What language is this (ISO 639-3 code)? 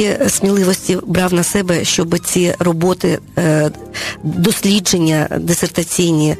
ukr